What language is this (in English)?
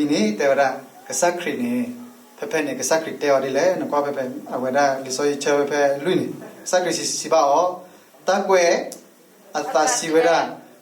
S'gaw Karen